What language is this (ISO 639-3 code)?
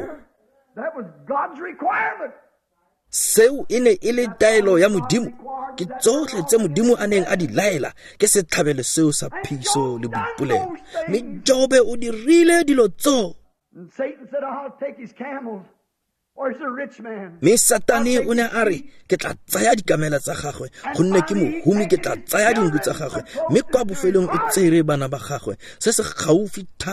tsn